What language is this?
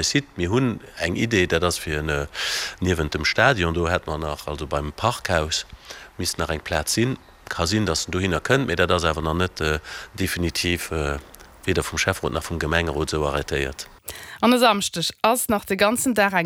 Luxembourgish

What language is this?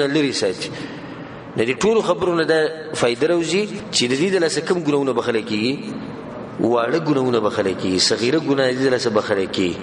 Pashto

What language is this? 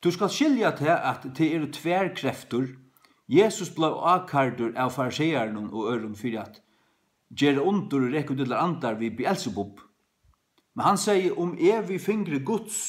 Faroese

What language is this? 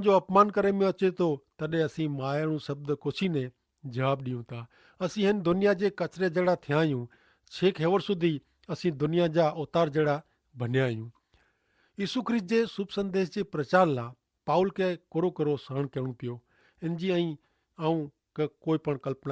Kachhi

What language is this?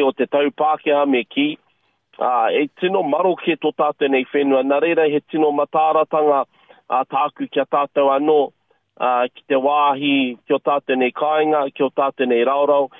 Māori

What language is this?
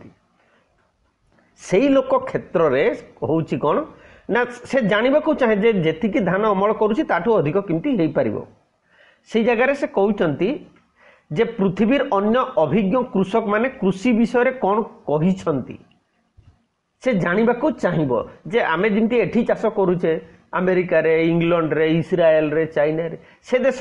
Odia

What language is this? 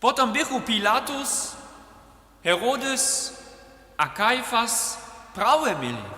Upper Sorbian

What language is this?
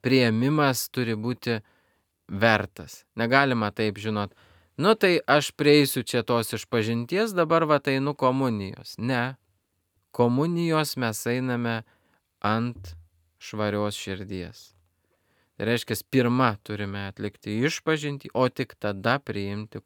Lithuanian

